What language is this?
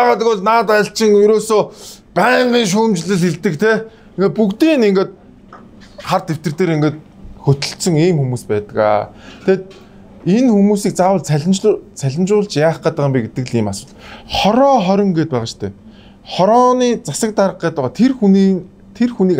Mongolian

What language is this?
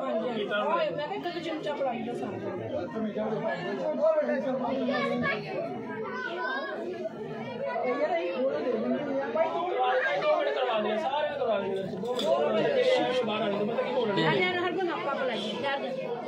Punjabi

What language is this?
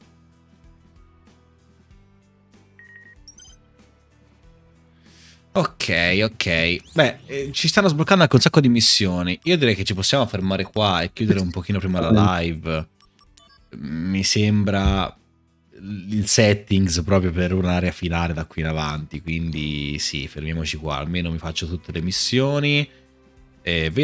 Italian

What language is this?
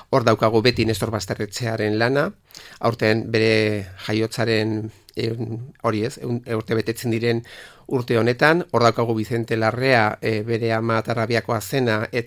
Basque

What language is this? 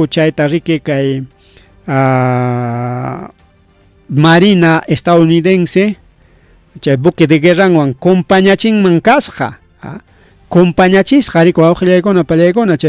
Ayacucho Quechua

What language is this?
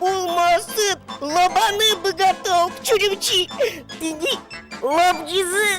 Udmurt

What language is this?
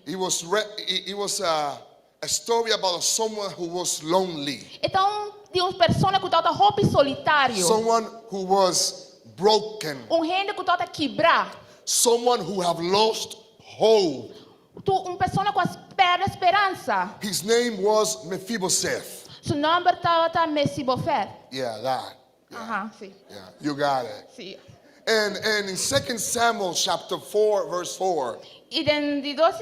Papiamento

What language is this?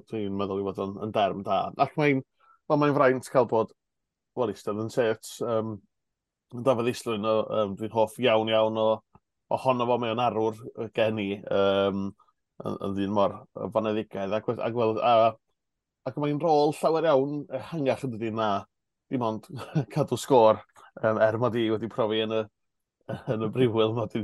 Welsh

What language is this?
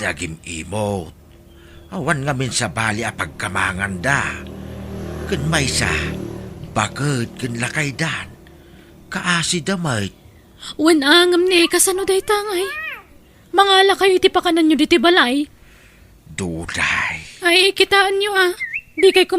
Iloko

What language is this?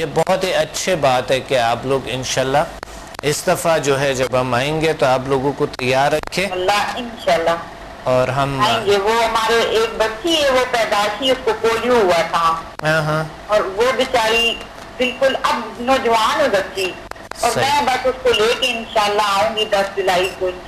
Urdu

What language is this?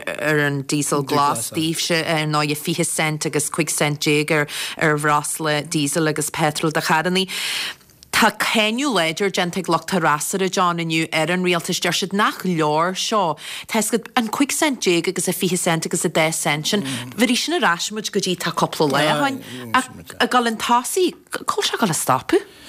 Irish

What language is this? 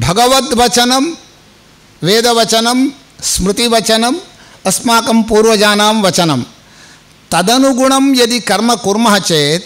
Sanskrit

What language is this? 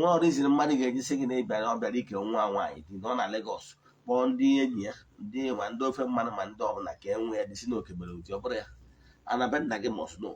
Igbo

